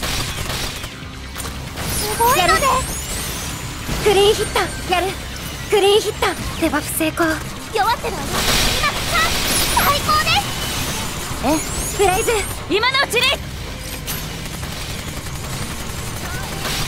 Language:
Japanese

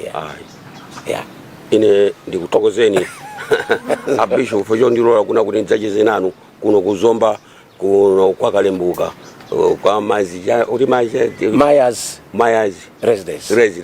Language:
Nyanja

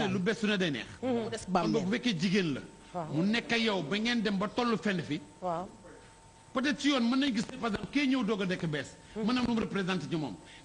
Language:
Wolof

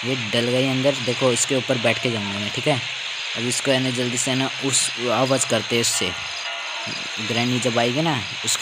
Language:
Hindi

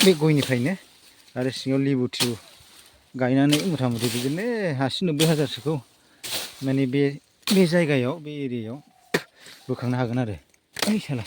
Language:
Bodo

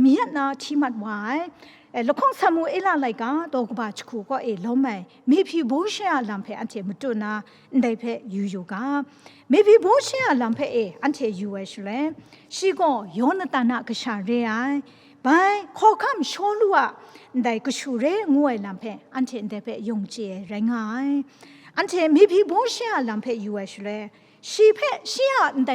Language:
Kachin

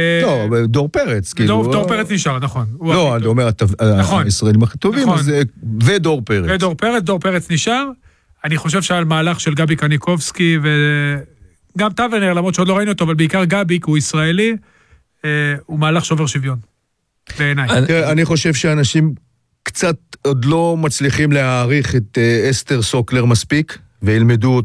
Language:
Hebrew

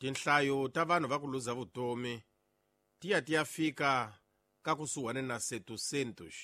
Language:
Tsonga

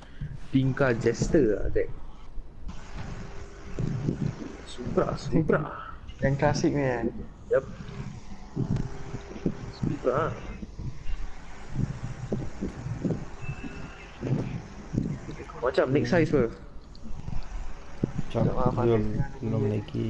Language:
Malay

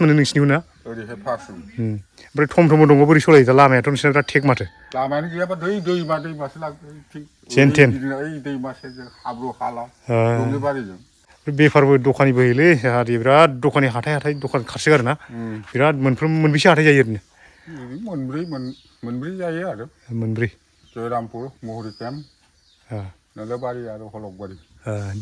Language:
Bodo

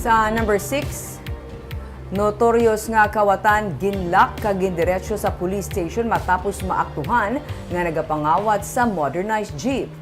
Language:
Hiligaynon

